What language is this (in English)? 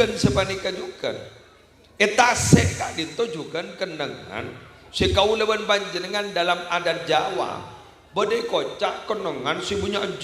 Madurese